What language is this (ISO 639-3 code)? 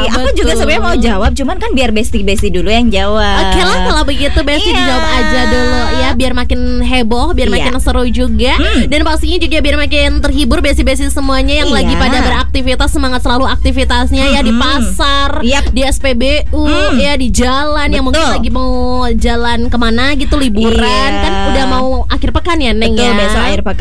ind